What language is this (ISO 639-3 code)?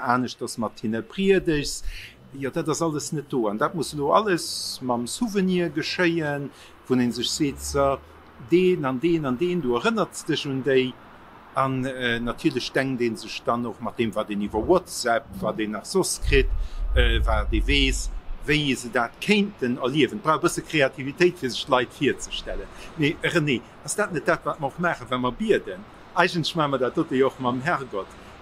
ltz